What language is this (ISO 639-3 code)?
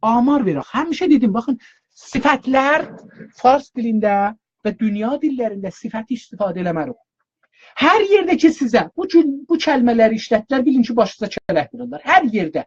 azb